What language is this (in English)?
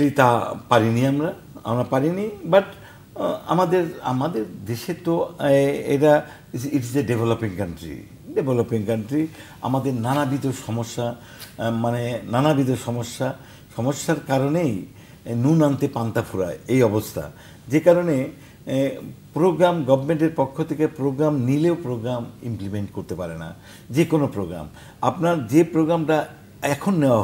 Bangla